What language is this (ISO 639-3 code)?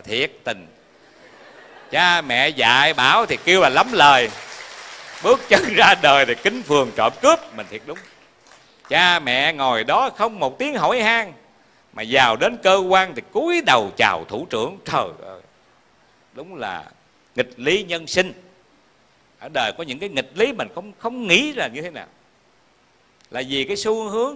vie